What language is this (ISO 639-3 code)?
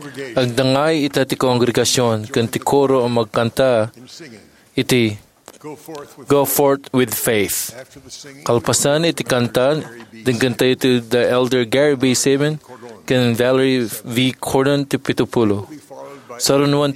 ilo